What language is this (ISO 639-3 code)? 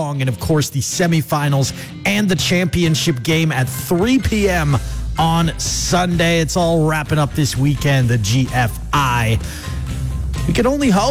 eng